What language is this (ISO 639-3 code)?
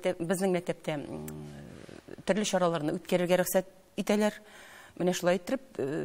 tat